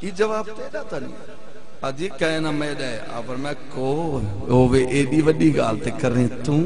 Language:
Saraiki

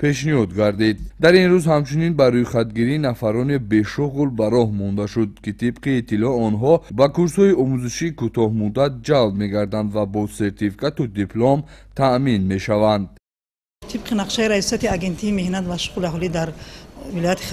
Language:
Tajik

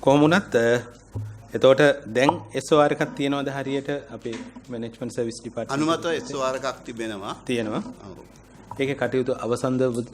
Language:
Sinhala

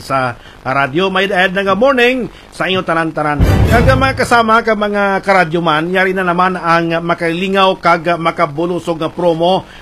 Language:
Hiligaynon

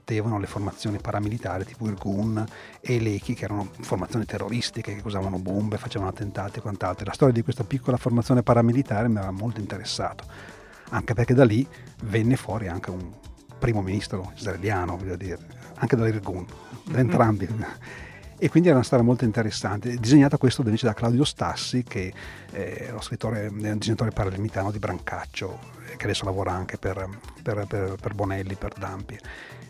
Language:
Italian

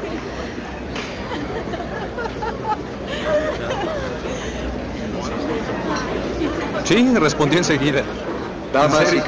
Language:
Spanish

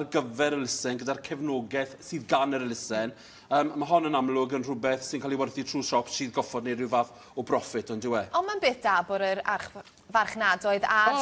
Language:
Welsh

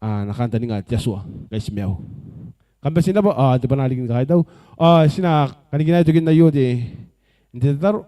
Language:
Gilbertese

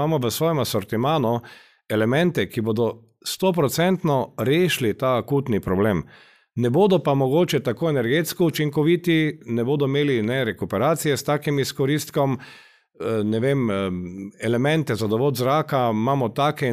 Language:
Slovenian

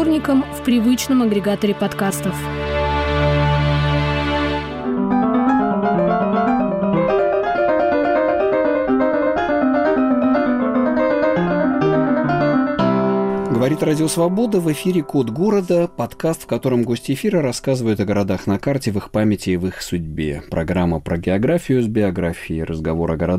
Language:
Russian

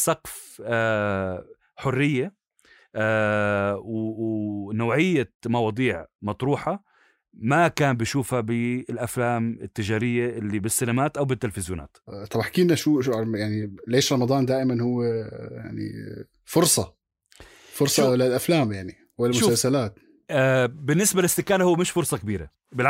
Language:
North Levantine Arabic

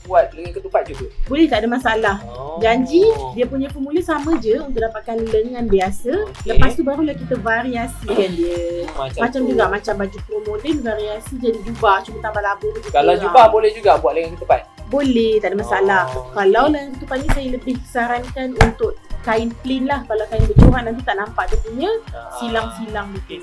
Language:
Malay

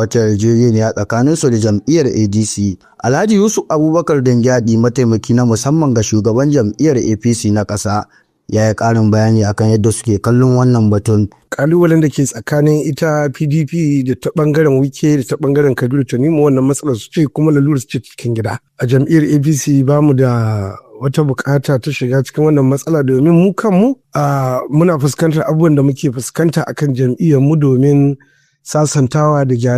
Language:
Hausa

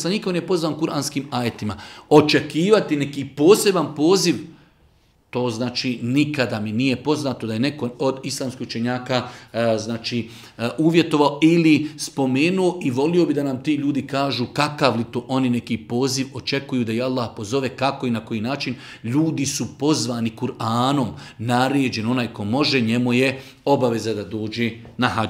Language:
Bosnian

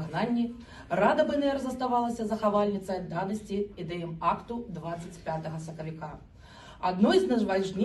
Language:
Belarusian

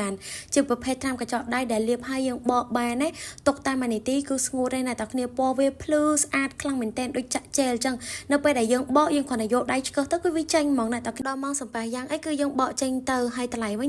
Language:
Khmer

